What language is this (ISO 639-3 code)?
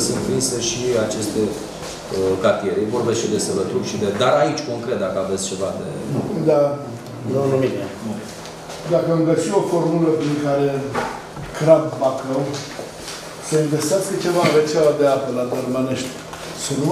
ron